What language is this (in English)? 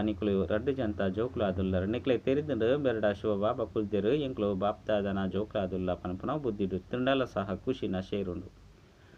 Tulu